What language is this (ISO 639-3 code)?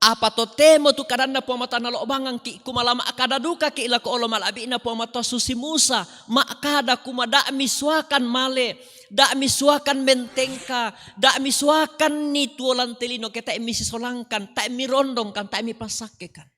sda